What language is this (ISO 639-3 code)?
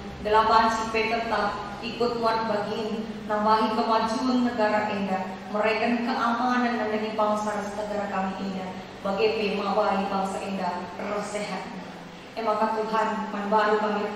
btx